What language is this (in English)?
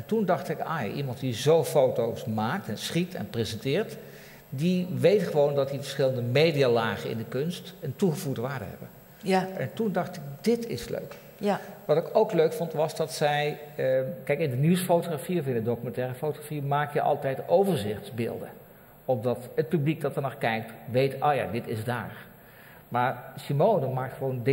Dutch